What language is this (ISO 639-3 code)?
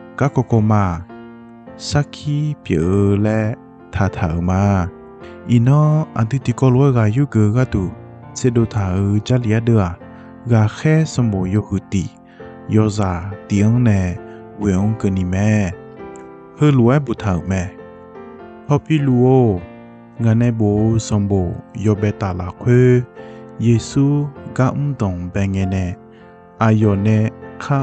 ahk